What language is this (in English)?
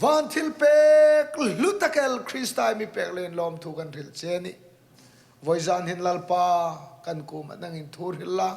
Hmar